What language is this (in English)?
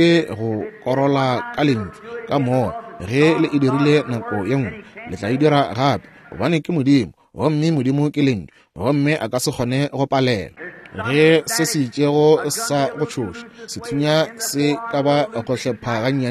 Northern Sotho